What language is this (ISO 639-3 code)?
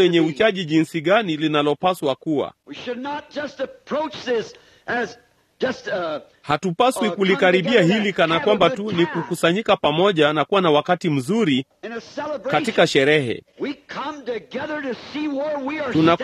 swa